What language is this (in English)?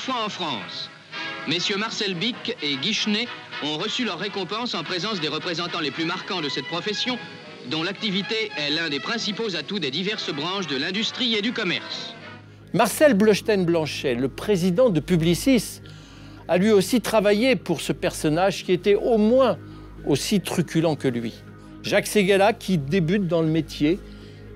French